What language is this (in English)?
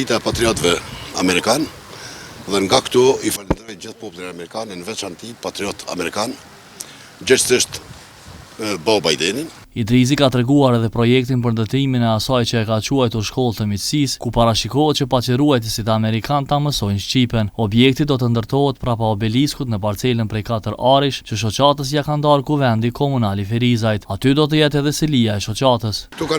Albanian